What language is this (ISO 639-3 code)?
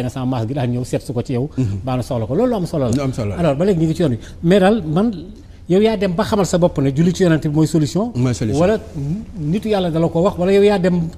wol